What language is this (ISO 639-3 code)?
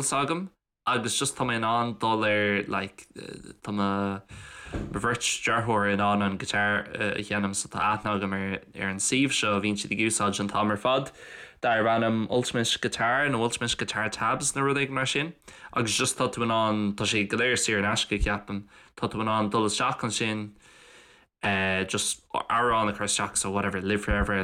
gle